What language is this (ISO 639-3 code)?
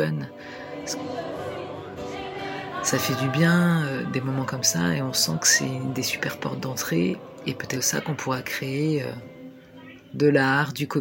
fra